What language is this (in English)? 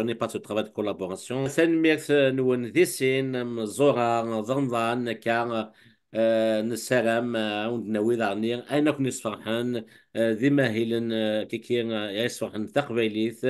Kabyle